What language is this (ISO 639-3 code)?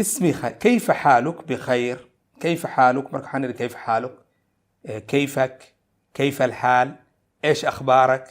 som